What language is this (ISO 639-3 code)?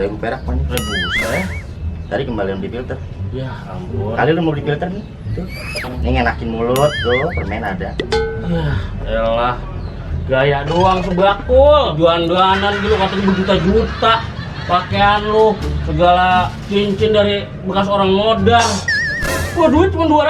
bew